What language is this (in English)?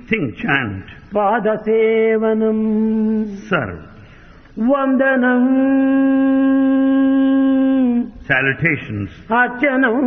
Telugu